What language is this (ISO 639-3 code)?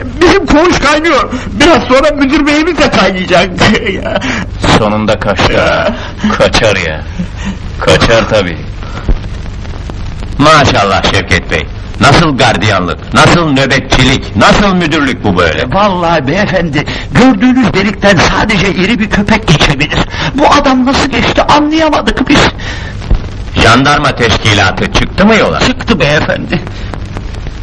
tur